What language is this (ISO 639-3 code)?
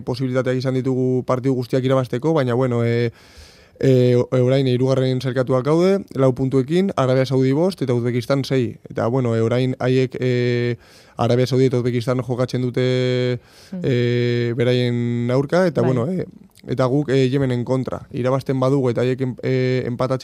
eus